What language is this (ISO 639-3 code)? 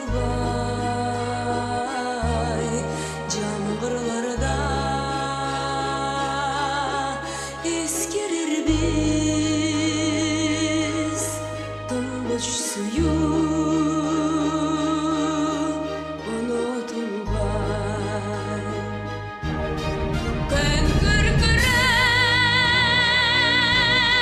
kaz